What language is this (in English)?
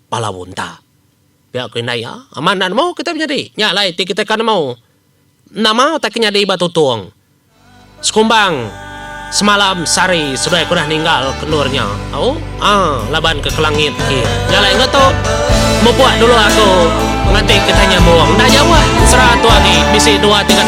Iban